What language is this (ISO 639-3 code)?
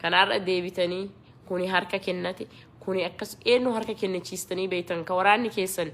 orm